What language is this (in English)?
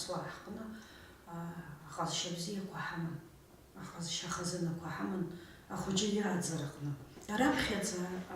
Abkhazian